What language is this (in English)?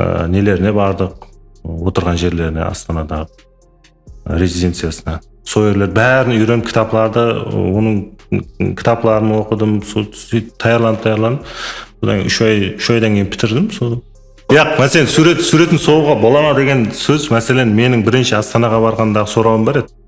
Kara-Kalpak